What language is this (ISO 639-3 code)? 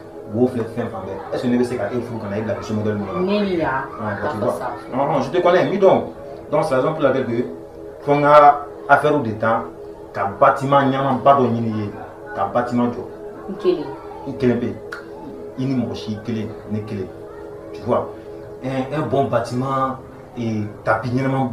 bam